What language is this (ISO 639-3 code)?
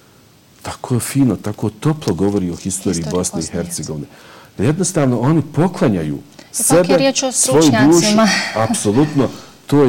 bos